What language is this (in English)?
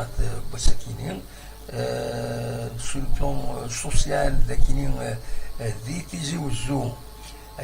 Kabyle